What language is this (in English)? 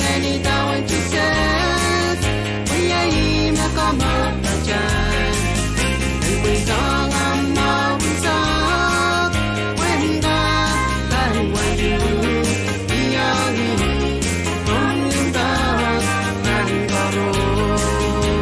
Pohnpeian